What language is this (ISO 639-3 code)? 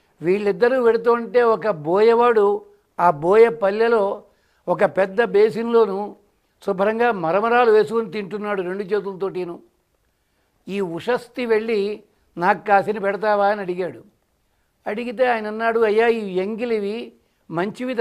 tel